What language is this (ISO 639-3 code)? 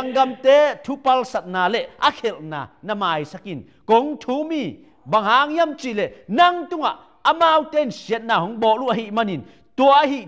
ctd